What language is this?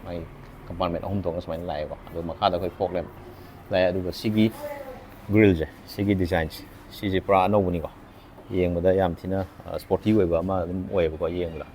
Manipuri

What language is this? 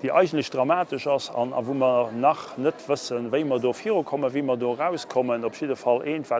Luxembourgish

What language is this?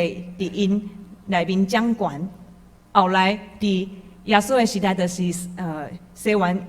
Min Nan Chinese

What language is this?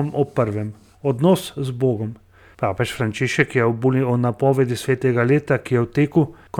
Slovenian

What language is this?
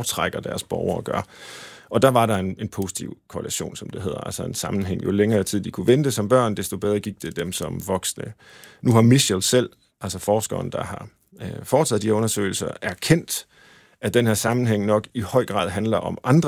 Danish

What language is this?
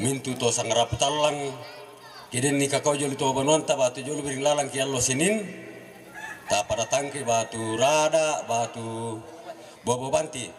Toraja-Sa'dan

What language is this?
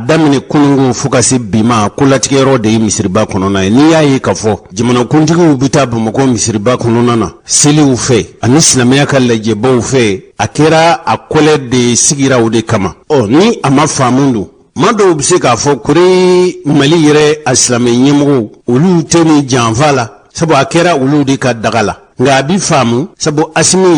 Bambara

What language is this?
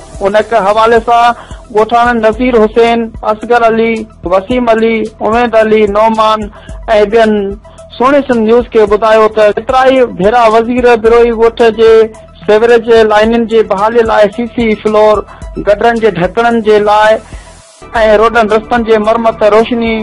Sindhi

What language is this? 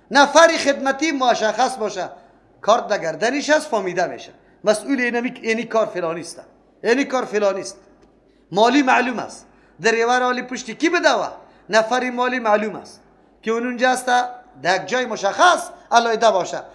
Persian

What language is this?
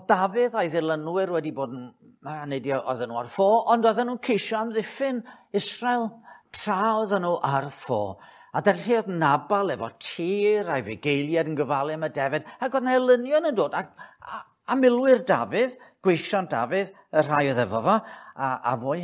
Welsh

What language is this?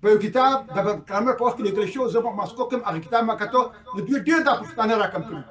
Pashto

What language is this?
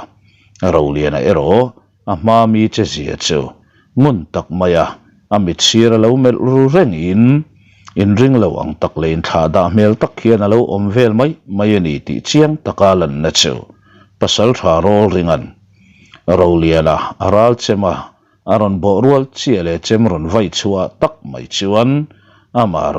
Mizo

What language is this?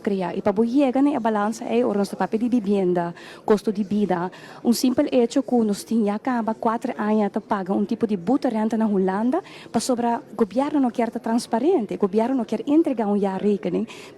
Papiamento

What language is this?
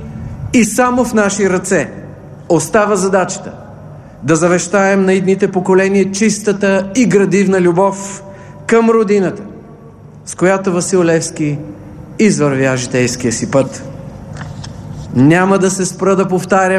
Bulgarian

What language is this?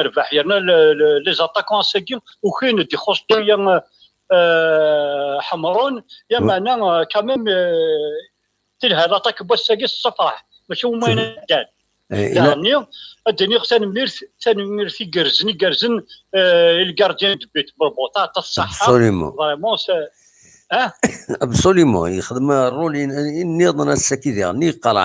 Kabyle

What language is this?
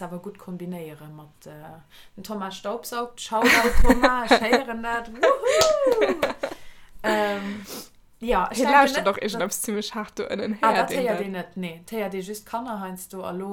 Luxembourgish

